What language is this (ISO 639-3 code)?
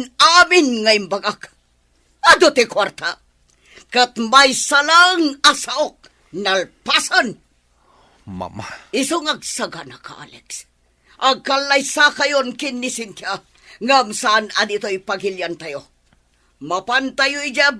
ilo